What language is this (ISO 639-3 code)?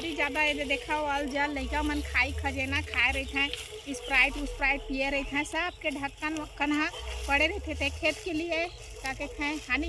hne